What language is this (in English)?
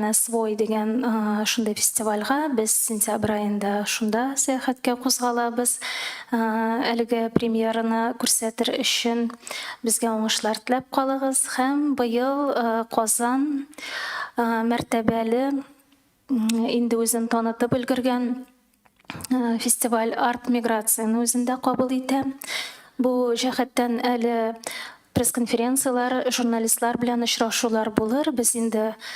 Tatar